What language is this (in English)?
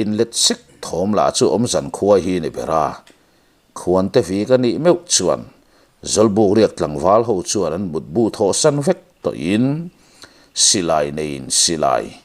Mizo